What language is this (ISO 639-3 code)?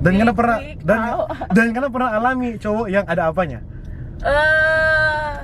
xmm